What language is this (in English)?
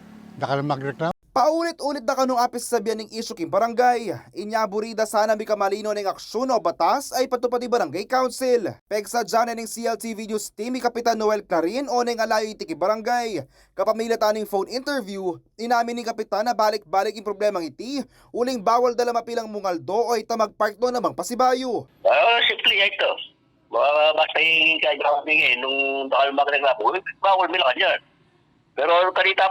Pampanga